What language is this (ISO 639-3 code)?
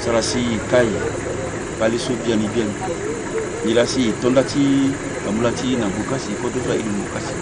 sag